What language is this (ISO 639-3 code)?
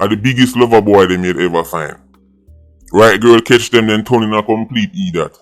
jam